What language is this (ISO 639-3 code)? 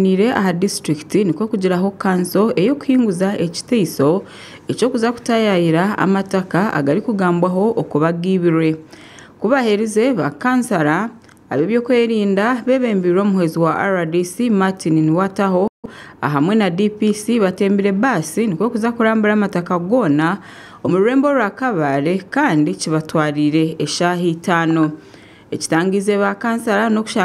nyn